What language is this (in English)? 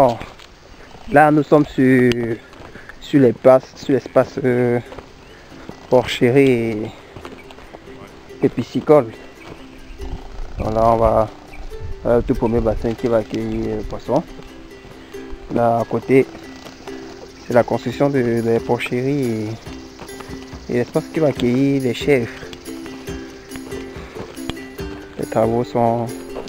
French